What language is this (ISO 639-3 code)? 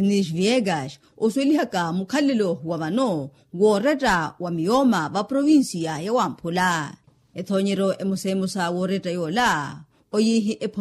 vmw